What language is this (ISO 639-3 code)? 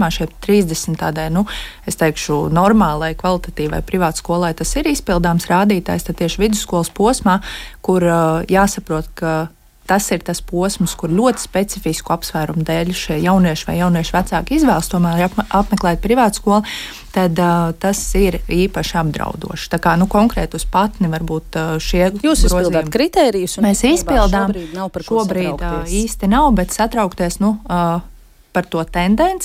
lav